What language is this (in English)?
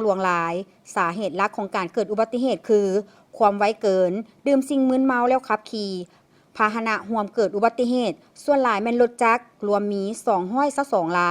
Lao